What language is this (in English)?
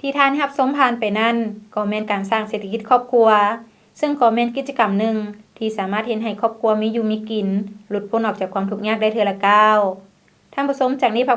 Lao